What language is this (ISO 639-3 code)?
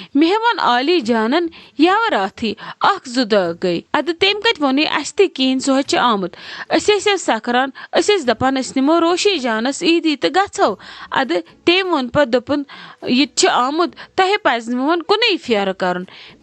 kas